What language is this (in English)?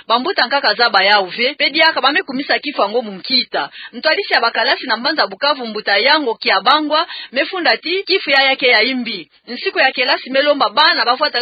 Kituba (Democratic Republic of Congo)